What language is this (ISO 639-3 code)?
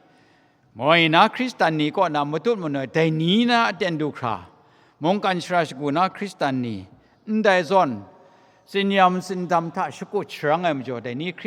kac